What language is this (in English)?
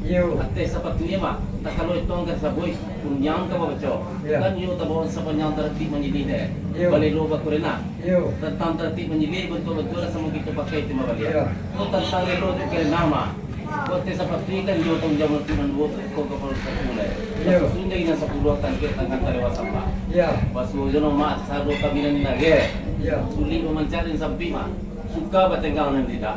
Minangkabau